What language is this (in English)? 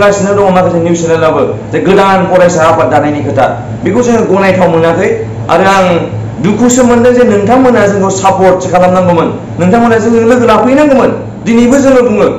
Bodo